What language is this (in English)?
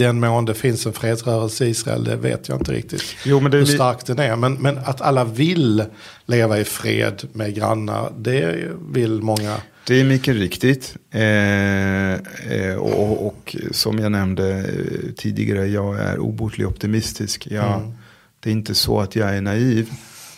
Swedish